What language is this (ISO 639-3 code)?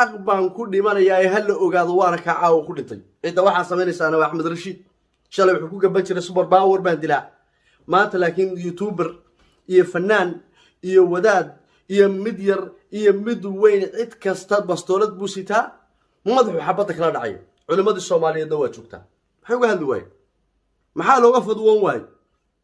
som